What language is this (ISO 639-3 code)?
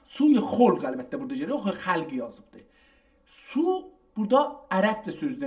azb